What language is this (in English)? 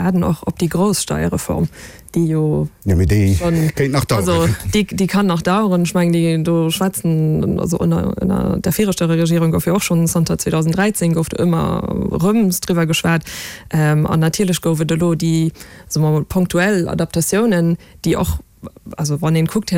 Luxembourgish